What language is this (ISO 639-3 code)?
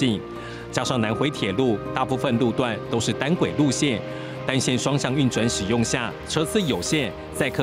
zho